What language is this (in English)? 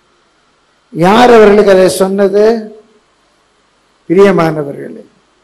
Tamil